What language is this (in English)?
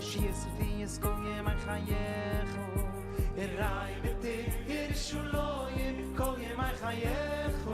Yiddish